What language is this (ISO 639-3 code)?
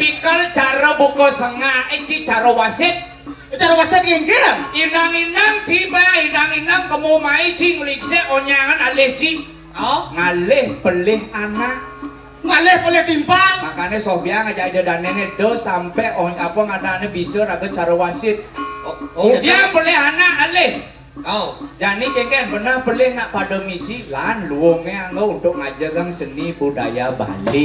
ban